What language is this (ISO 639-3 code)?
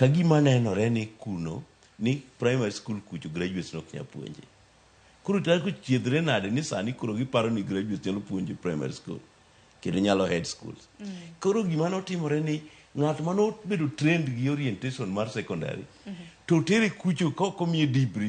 luo